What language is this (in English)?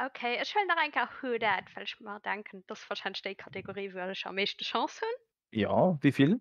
Luxembourgish